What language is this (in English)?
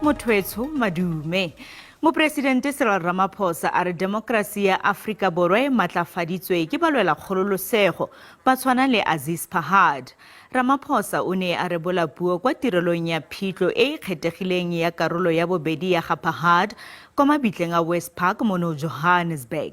Tswana